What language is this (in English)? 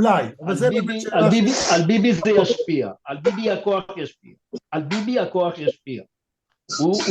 Hebrew